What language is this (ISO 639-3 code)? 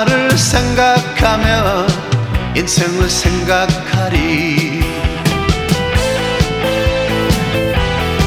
kor